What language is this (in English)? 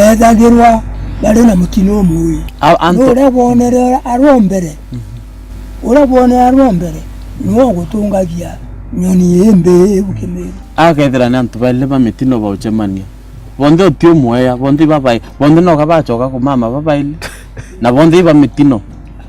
Meru